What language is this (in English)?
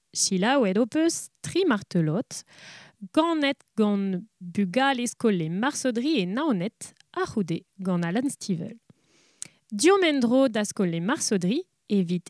Breton